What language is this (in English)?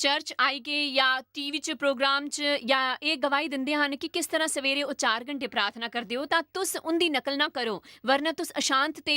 Dogri